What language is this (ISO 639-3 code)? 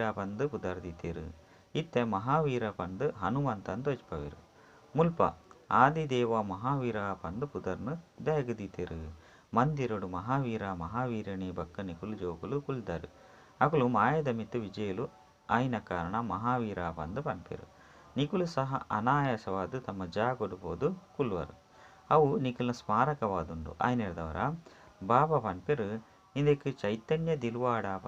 tcy